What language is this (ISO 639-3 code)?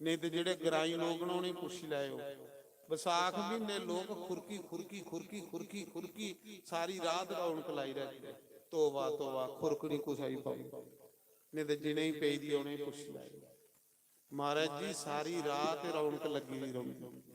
doi